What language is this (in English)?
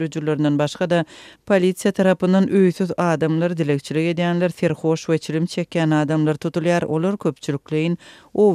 Turkmen